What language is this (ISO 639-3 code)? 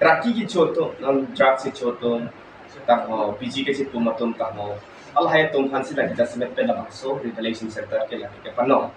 mjw